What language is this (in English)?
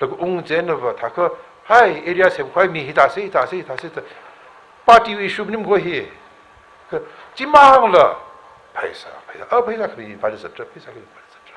Tangkhul Naga (India)